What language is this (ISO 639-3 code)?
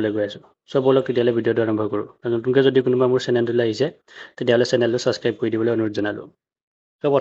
asm